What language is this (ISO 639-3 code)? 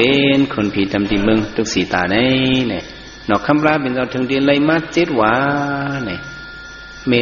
shn